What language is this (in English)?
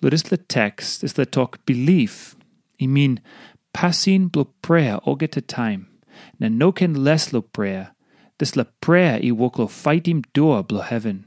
Tok Pisin